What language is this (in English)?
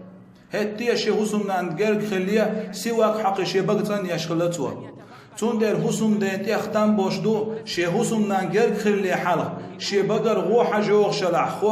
Chechen